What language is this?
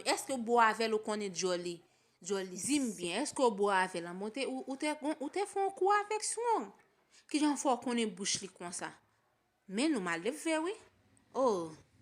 Haitian Creole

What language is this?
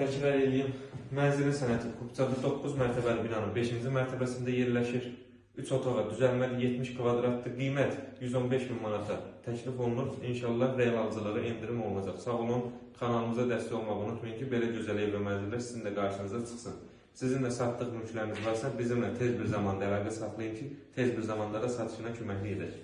Azerbaijani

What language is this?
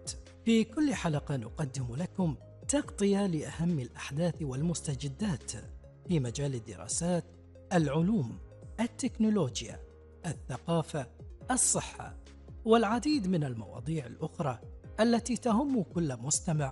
Arabic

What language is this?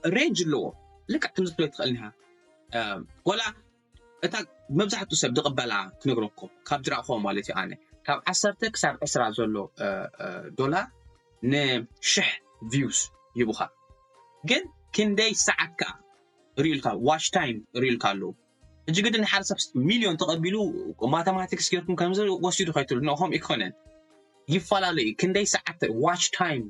Tigrinya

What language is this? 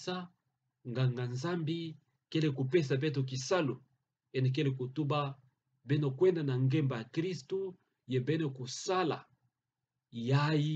Kituba (Democratic Republic of Congo)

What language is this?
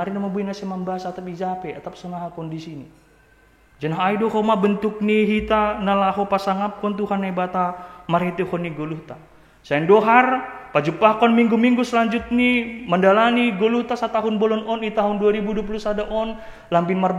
Batak Simalungun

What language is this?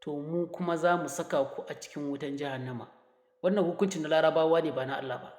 Hausa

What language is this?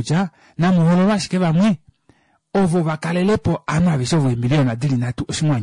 Kuanyama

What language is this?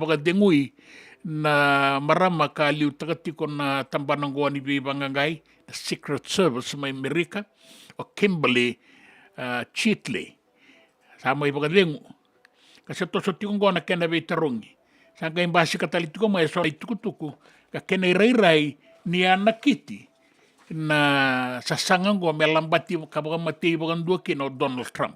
Fijian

